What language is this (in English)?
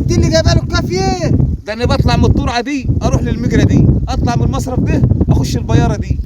Egyptian Arabic